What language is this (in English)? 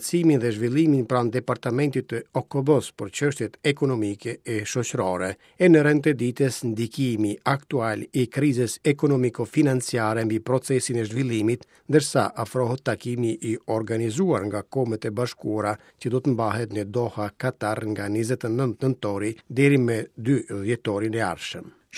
Albanian